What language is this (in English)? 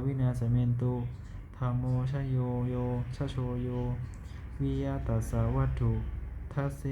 Pali